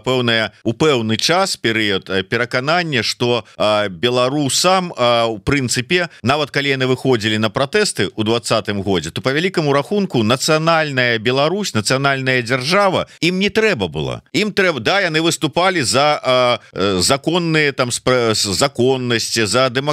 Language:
Belarusian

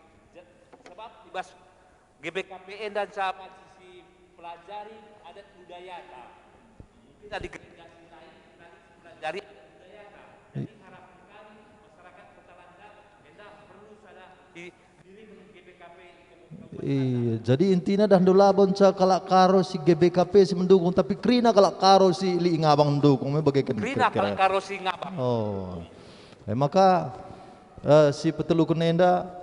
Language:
Batak Karo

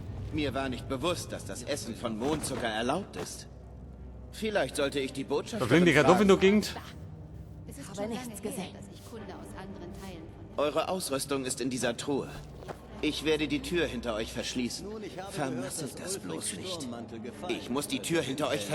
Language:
Bavarian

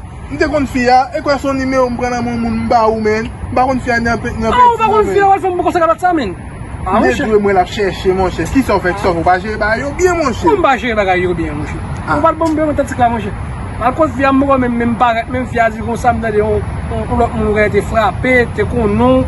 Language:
Haitian Creole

